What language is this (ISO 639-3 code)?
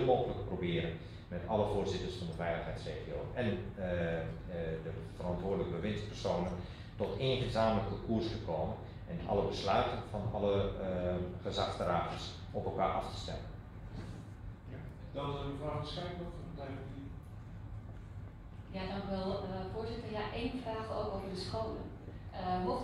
nld